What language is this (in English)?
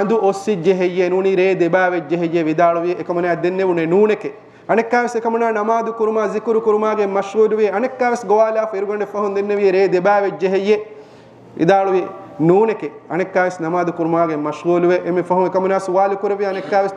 Divehi